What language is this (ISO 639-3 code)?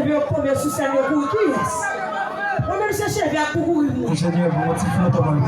hat